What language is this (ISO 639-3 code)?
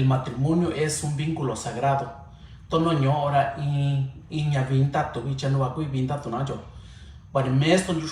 mix